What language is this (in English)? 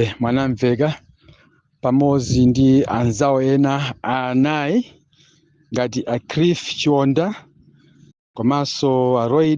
Nyanja